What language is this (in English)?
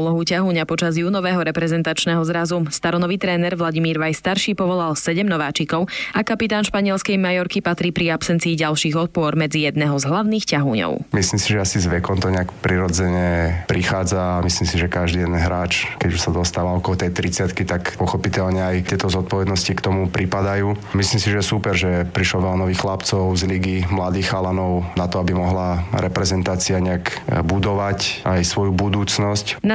Slovak